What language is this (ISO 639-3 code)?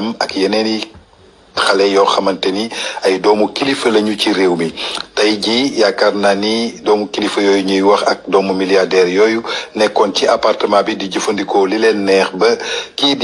wol